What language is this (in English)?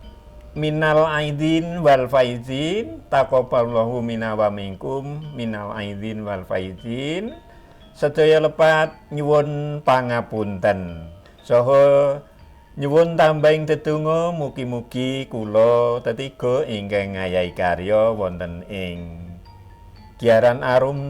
Javanese